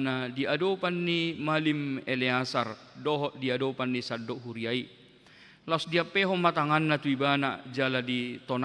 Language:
Batak Toba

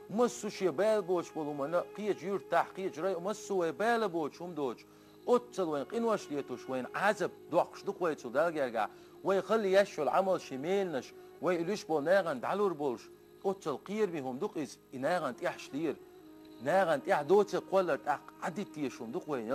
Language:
Chechen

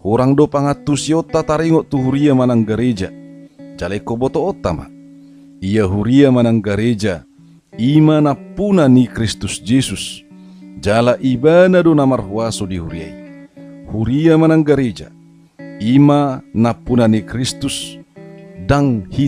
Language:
Batak Toba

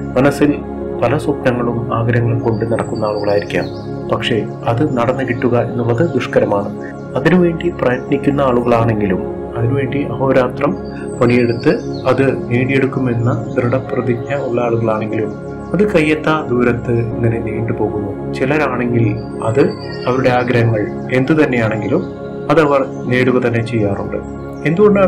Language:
Malayalam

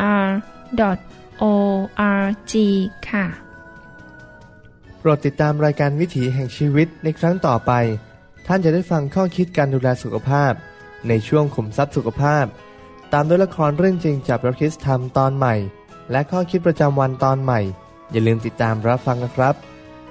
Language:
Thai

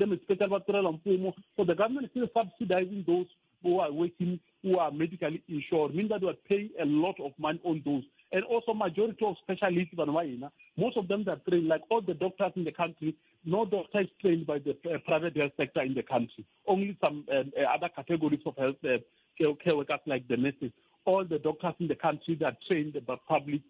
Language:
Tsonga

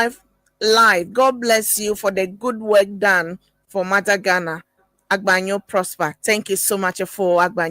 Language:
Ewe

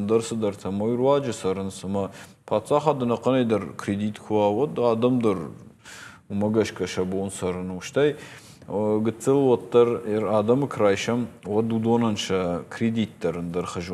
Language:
Ossetic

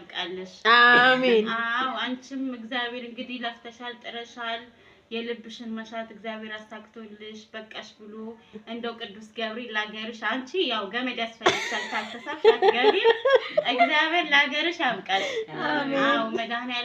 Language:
Amharic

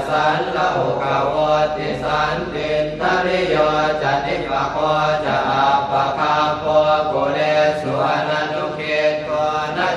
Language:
Pali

